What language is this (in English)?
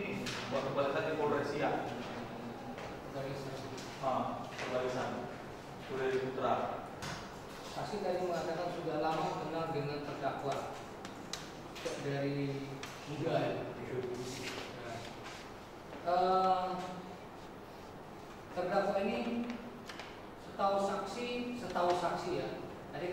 Indonesian